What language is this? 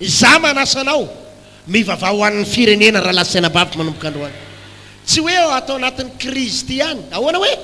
Malagasy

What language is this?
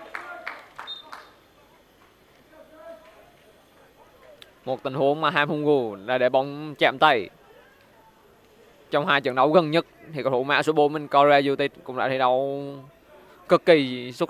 Vietnamese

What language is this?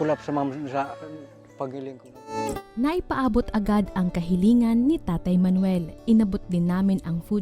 Bikol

